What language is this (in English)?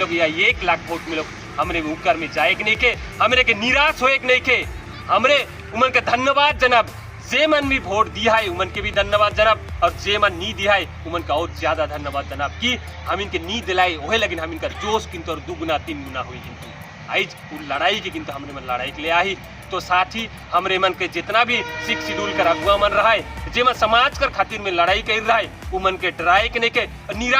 Sadri